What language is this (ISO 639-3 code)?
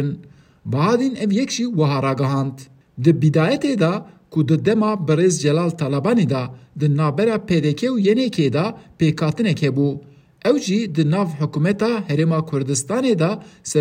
kur